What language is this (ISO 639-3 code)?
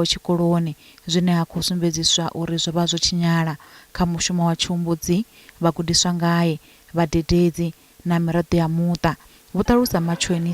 ven